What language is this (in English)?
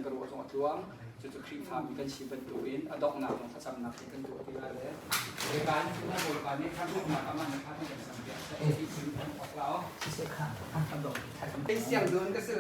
Hakha Chin